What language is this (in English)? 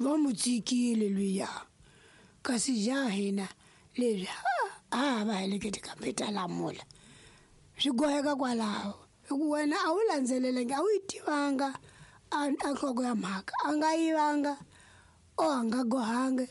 Tsonga